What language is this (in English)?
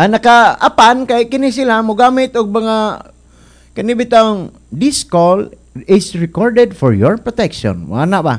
Cebuano